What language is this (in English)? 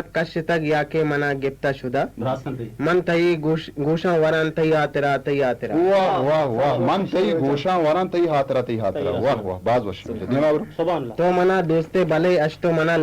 Eastern Balochi